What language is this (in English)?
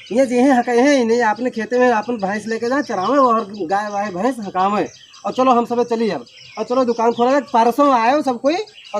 Awadhi